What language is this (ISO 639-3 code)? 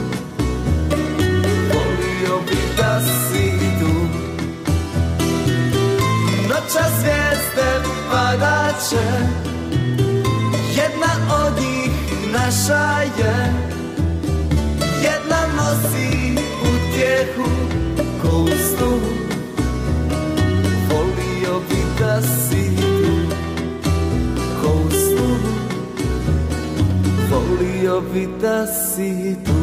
bos